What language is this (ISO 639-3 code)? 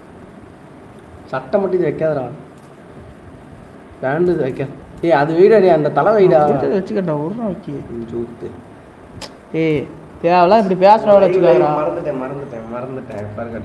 tam